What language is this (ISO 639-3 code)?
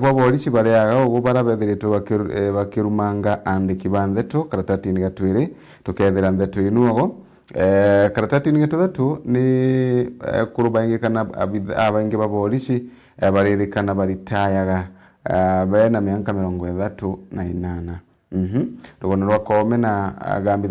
mer